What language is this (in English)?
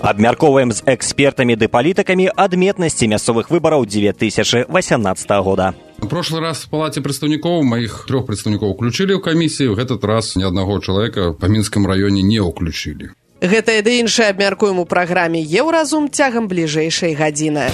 Belarusian